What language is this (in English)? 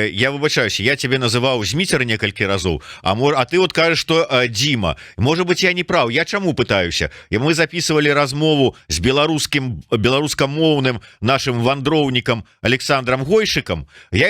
Belarusian